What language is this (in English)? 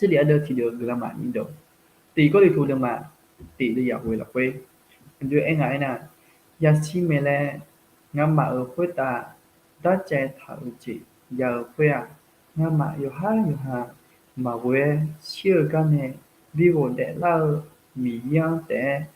Akha